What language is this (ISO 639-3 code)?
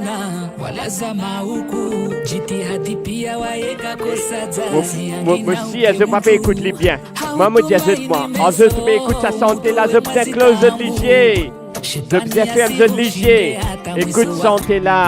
mfe